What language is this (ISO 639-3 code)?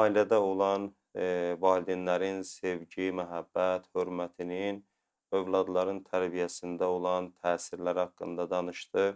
aze